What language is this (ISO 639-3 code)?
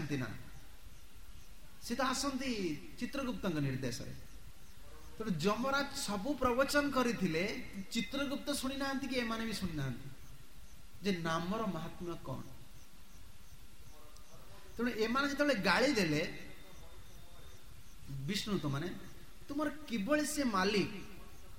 ori